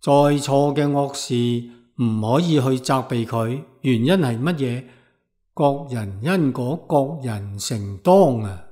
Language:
Cantonese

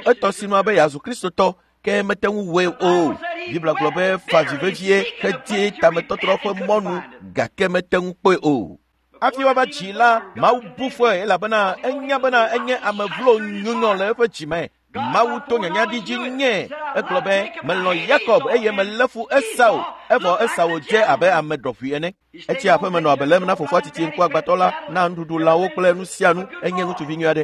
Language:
Ewe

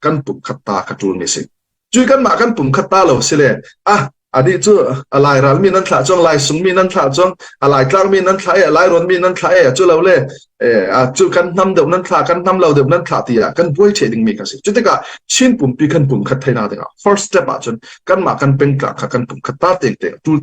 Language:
Falam Chin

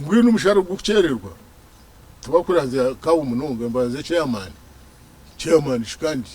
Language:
Nyankole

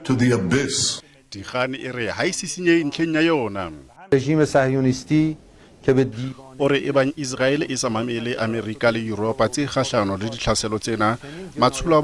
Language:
Southern Sotho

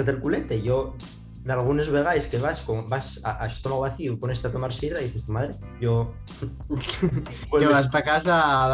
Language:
Asturian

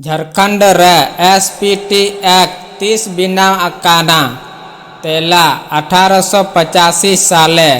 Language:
Santali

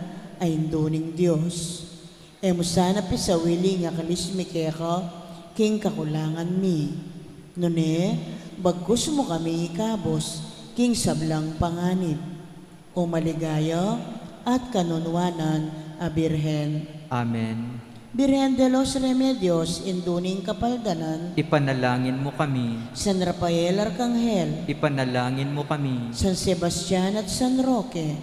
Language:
Pampanga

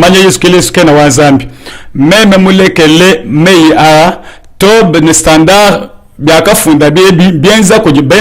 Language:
Luba-Lulua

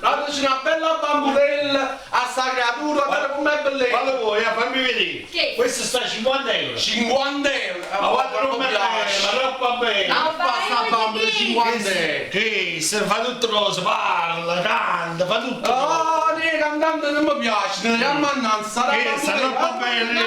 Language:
Neapolitan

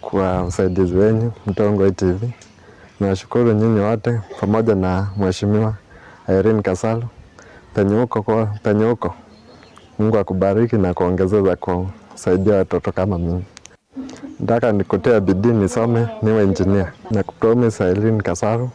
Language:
Kamba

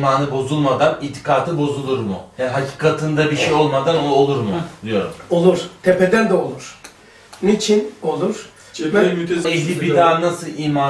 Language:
Turkish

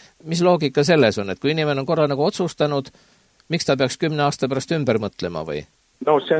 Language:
Estonian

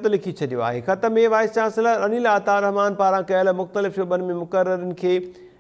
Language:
Sindhi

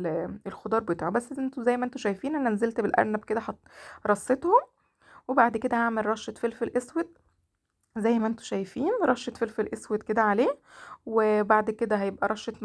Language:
Egyptian Arabic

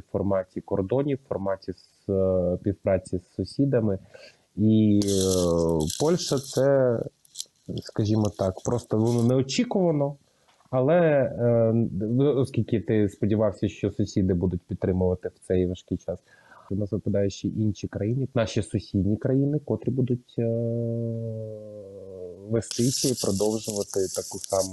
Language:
Ukrainian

